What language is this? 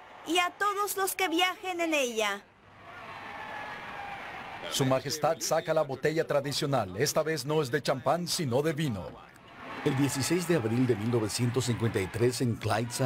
Spanish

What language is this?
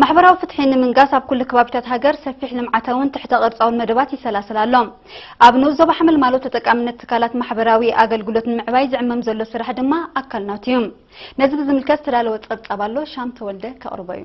Tigrinya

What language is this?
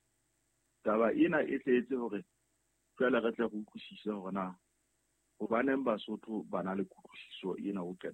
Southern Sotho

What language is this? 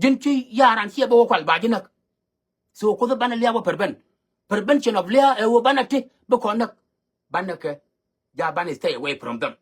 Nuer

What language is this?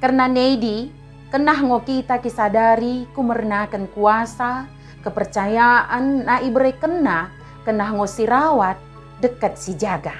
Batak Dairi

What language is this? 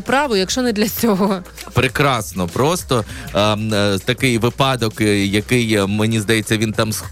Ukrainian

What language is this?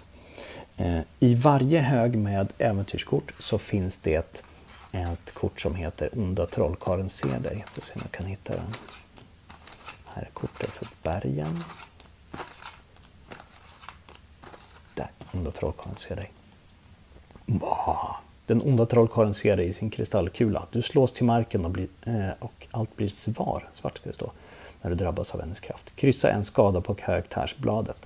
Swedish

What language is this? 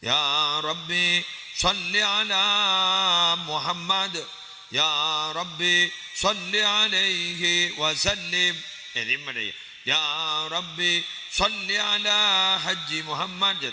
Madurese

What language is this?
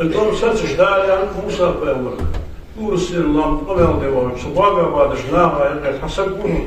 Ingush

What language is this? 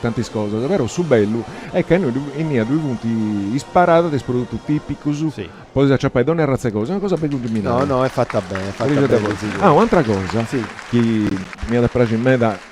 Sardinian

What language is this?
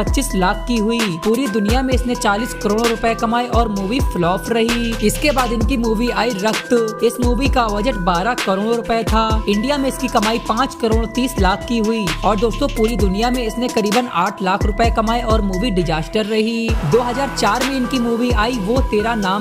Hindi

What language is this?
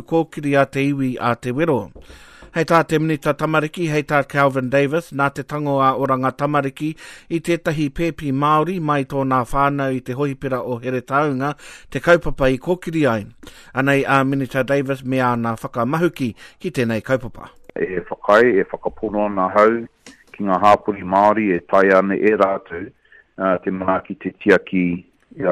Māori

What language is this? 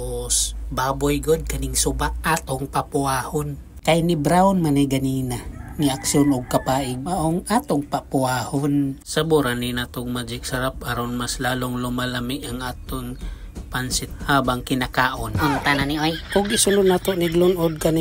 Cebuano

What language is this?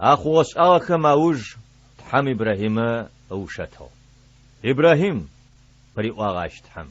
Adyghe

